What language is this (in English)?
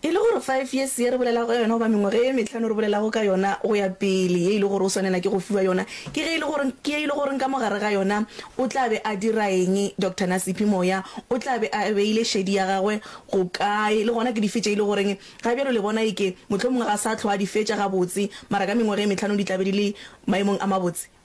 Northern Sotho